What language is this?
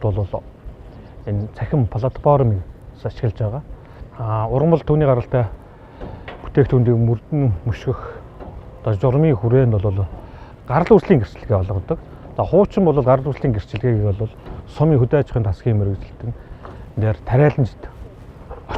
Mongolian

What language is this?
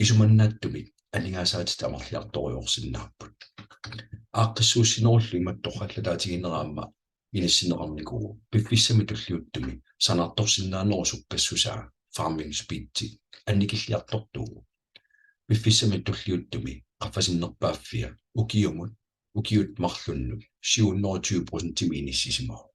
Kalaallisut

